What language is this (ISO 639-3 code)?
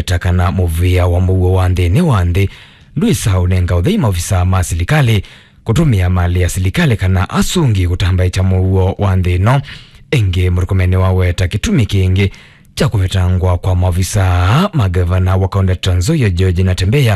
kam